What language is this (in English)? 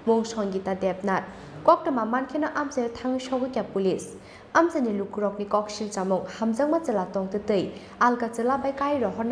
Kok Borok